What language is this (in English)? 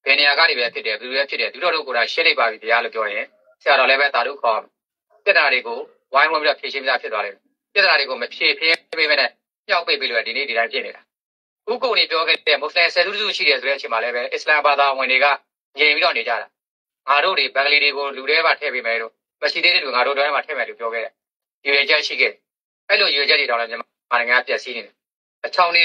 Burmese